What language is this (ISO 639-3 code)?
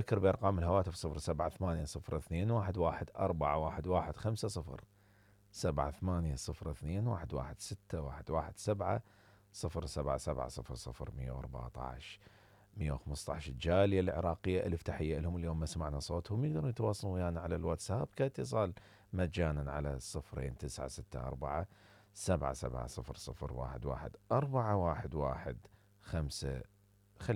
acm